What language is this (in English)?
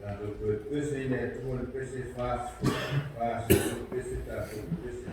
Samoan